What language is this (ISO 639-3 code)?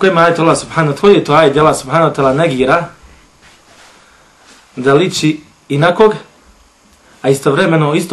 bos